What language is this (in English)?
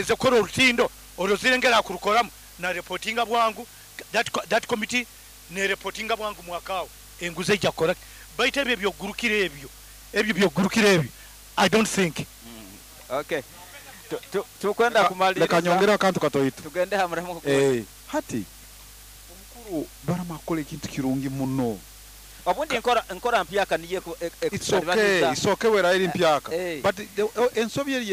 Nyoro